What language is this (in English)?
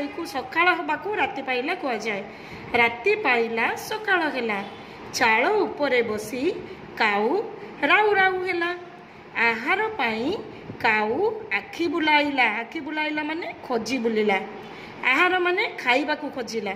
Odia